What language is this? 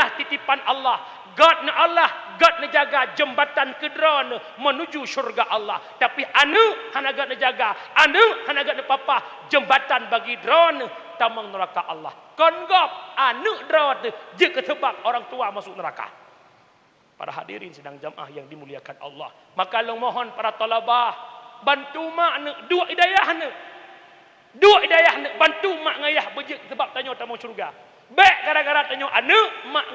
Achinese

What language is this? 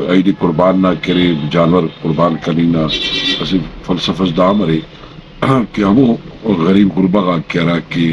Brahui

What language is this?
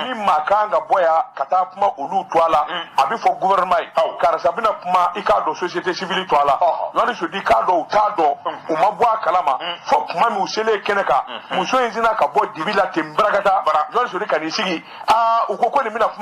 Bambara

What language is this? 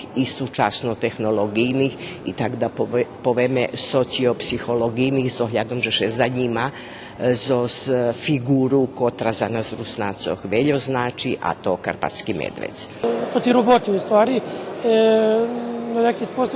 Rusyn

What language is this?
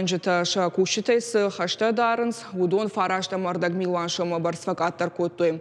Ossetic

